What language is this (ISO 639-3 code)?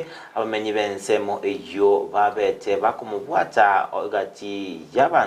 guz